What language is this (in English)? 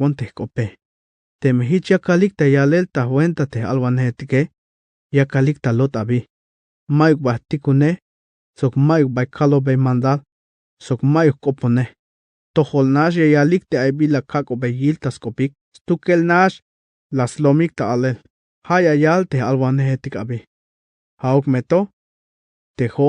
Tzeltal